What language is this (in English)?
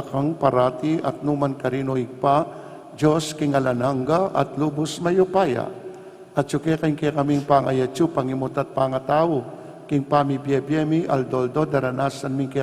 Pampanga